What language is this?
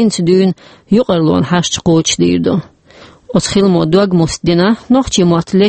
Chechen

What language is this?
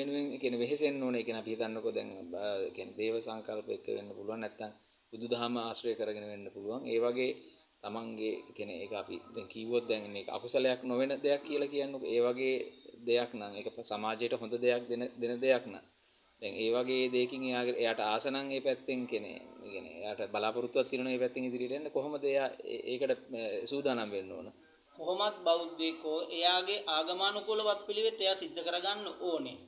Sinhala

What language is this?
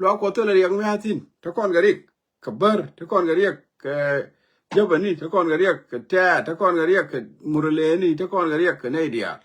Nuer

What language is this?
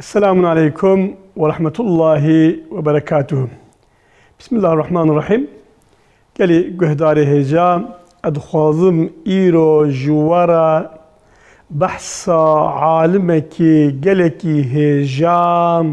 Kurdish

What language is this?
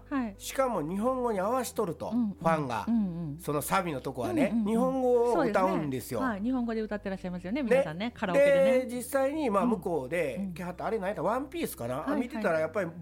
Japanese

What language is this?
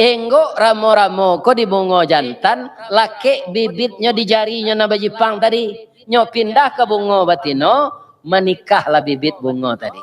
Minangkabau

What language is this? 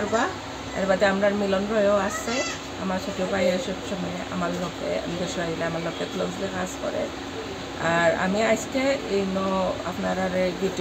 Sylheti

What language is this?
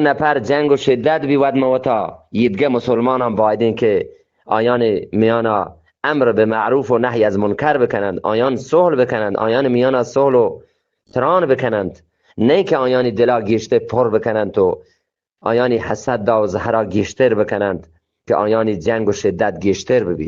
Eastern Balochi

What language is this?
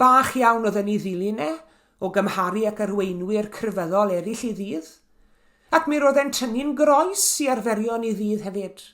Welsh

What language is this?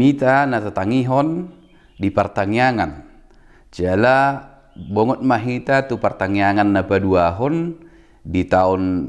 Batak Toba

